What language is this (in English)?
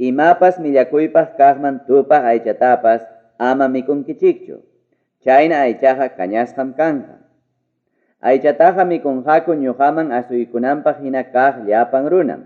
Ayacucho Quechua